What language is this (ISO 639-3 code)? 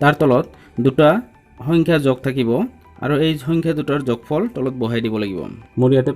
asm